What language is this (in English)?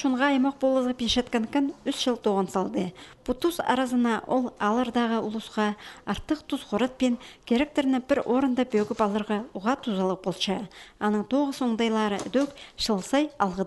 Khakas